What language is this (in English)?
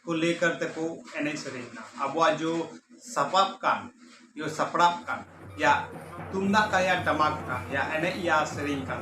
Santali